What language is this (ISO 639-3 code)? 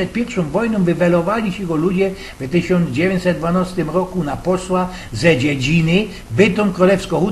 szl